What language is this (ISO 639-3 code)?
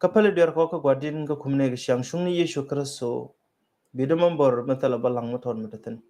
nus